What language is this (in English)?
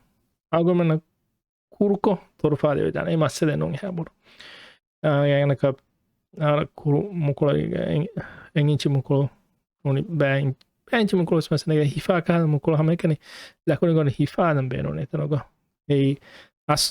Divehi